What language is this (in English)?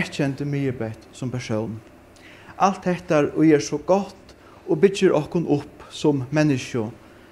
Faroese